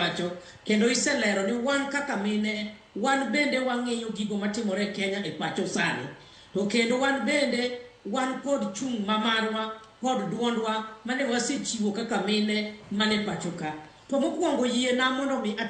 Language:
Luo (Kenya and Tanzania)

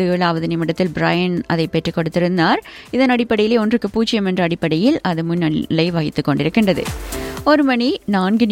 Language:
Tamil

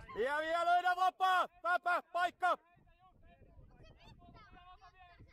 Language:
Finnish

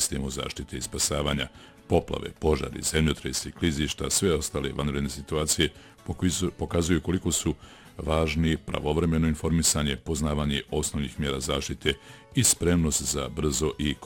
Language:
Bosnian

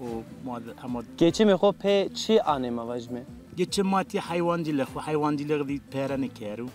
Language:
Zaza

